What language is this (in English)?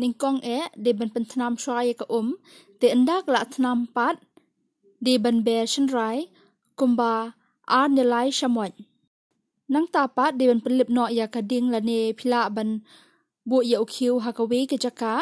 Khasi